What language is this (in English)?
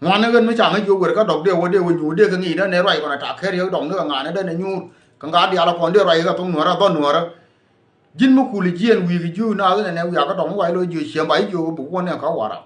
Nuer